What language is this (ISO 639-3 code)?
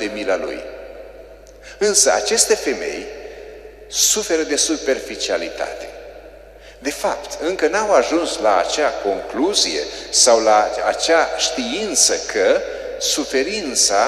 ron